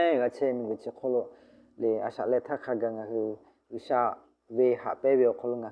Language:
Lahu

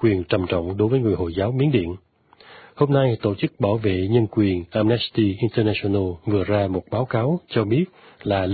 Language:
Vietnamese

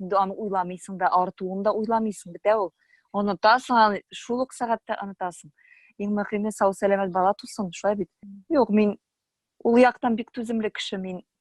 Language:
Tatar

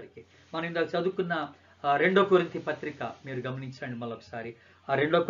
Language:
Telugu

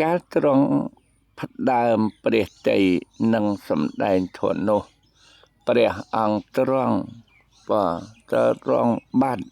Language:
Khmer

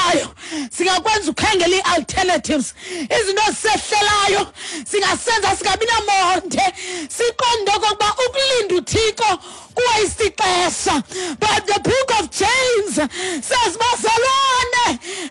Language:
Xhosa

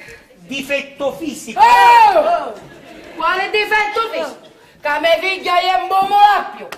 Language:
Sicilian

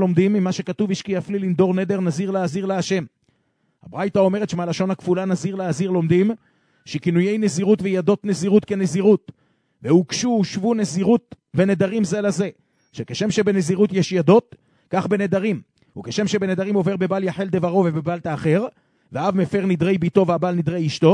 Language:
Hebrew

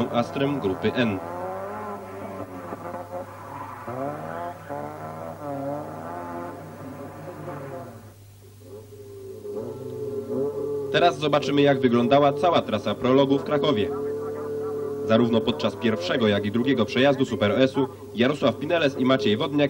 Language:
Polish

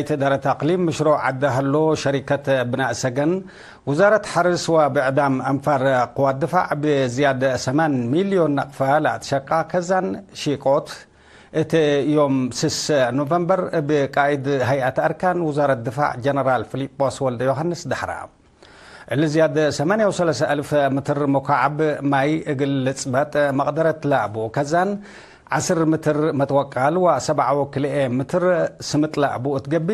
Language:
Tigre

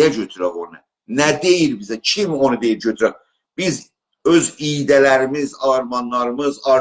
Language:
South Azerbaijani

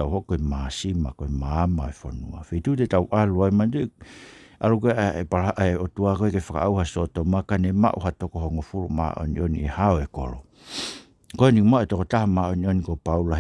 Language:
Tongan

